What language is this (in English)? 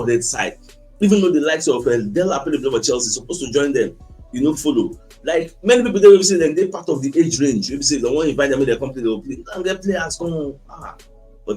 Nigerian Pidgin